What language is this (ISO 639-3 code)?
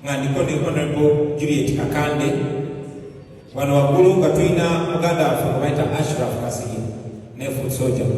lug